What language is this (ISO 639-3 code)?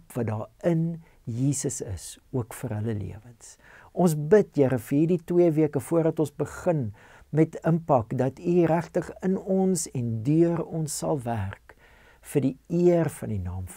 afr